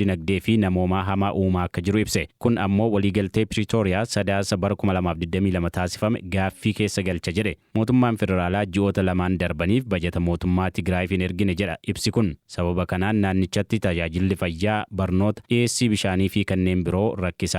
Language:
Oromo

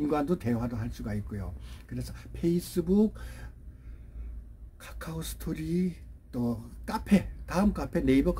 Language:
Korean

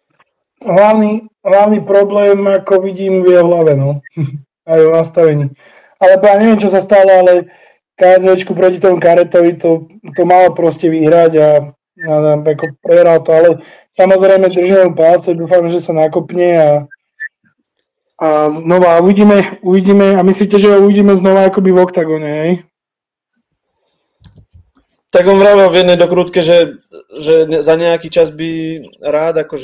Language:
Slovak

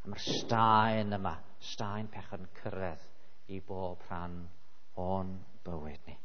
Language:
Welsh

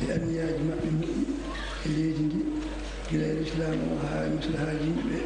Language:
Fula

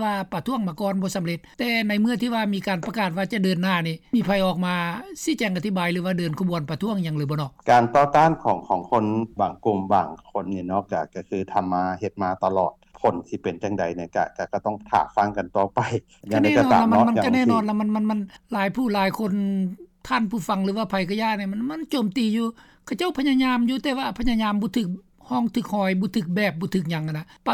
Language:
Lao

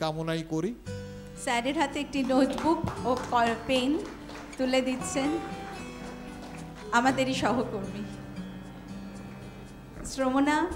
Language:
Bangla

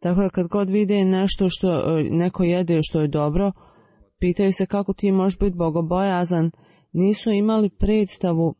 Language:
Bosnian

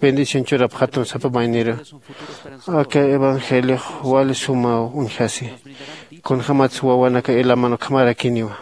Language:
Aymara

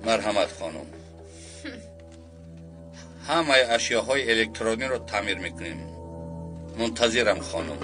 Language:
Tajik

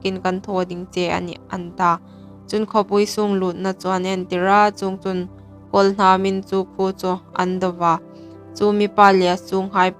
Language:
Hmar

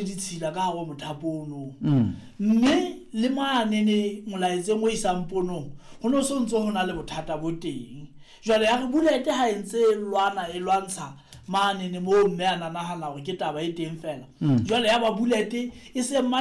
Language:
Southern Sotho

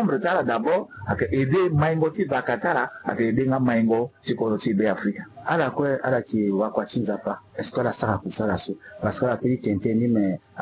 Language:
Sango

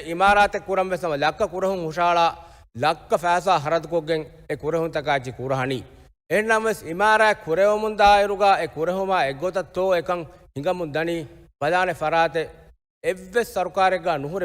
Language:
Divehi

